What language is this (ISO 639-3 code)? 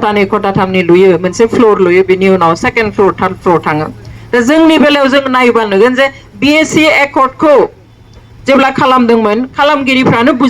brx